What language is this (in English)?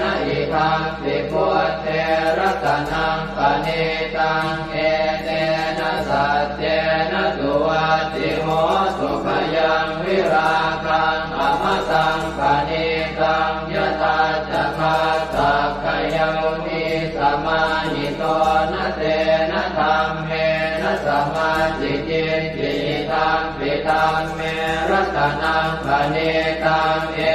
Pali